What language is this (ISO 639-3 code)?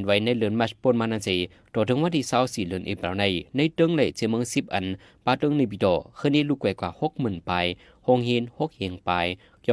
shn